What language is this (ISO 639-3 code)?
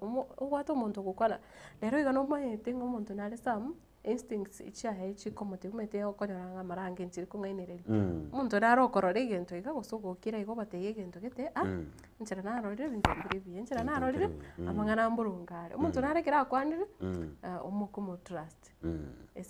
guz